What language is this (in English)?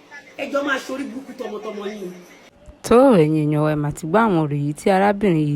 Yoruba